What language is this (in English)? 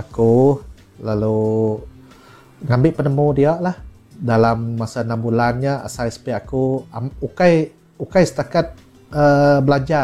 Iban